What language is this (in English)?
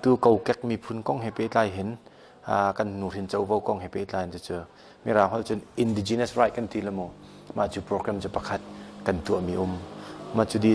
Hakha Chin